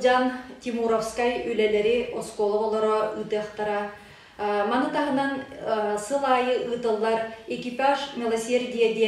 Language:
Yakut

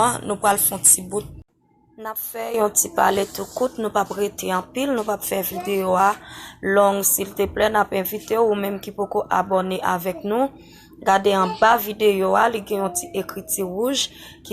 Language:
Haitian Creole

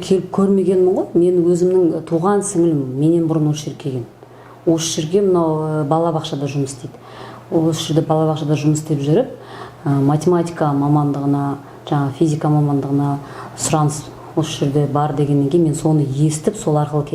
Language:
Kazakh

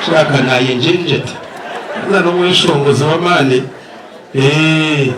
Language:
Nyankole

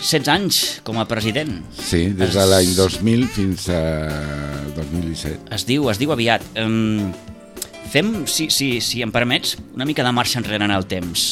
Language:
Catalan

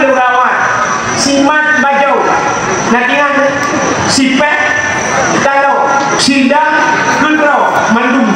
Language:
Achinese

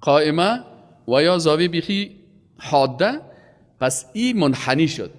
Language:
Persian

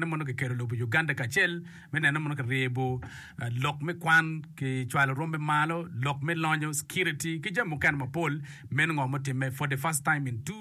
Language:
Acoli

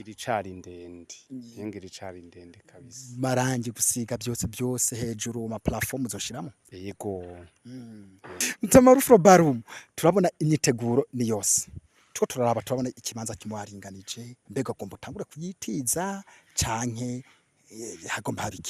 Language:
Rundi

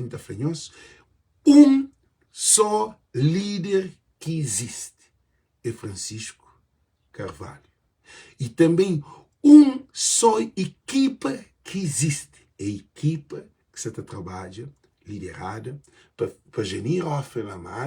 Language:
Kabuverdianu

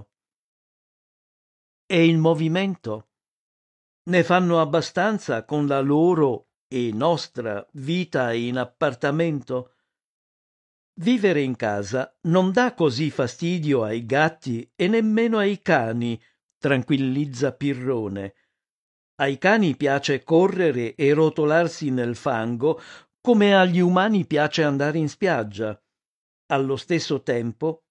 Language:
Italian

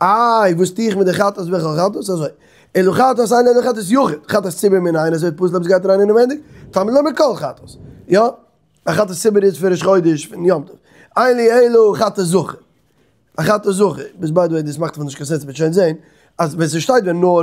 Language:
Yiddish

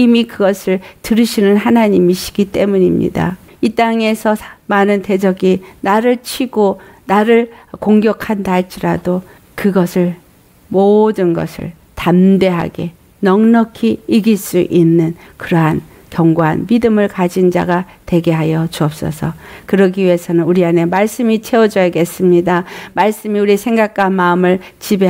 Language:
Korean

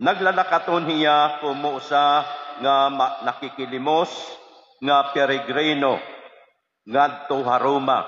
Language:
Waray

